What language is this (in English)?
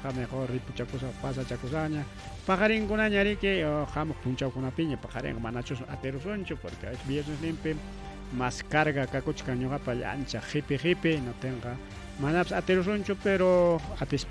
Ayacucho Quechua